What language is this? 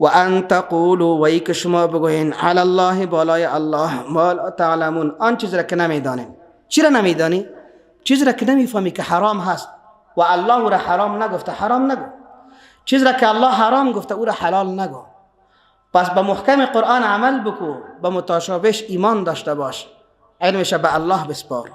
Persian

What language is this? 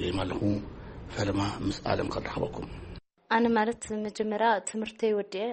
Tigrinya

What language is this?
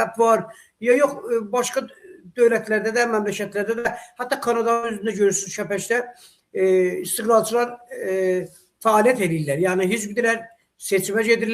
South Azerbaijani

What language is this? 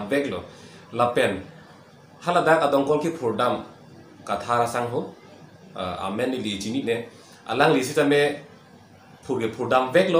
Karbi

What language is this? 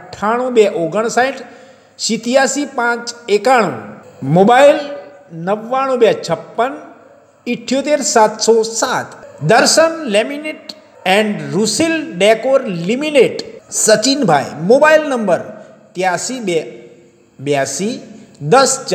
Gujarati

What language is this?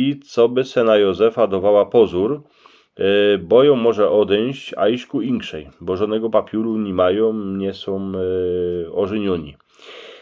Silesian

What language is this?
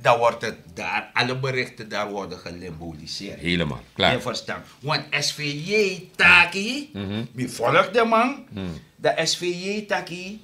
Sranan Tongo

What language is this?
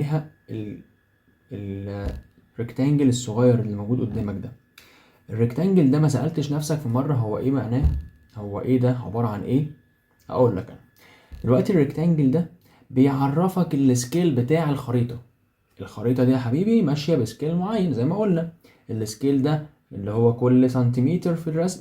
Egyptian Arabic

